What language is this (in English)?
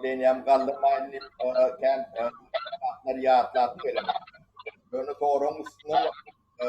Turkmen